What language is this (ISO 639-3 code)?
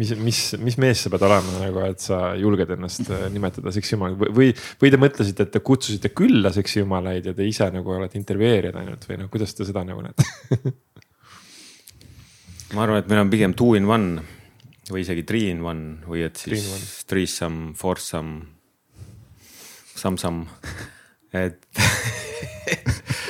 est